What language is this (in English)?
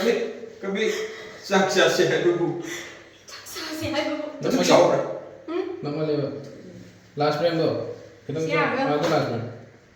Manipuri